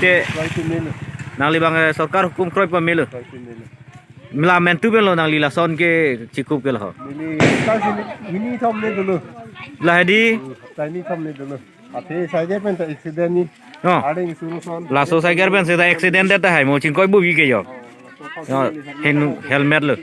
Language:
Karbi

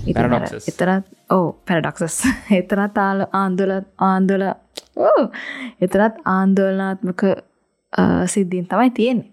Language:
Sinhala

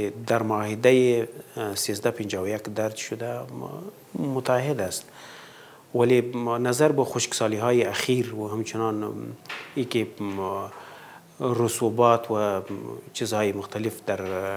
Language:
Persian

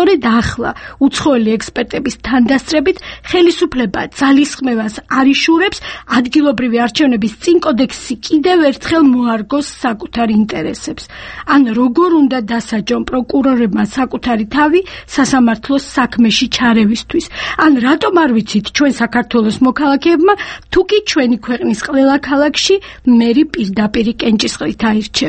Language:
Georgian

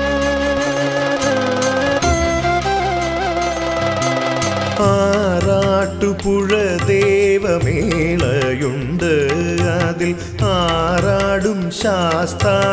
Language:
Malayalam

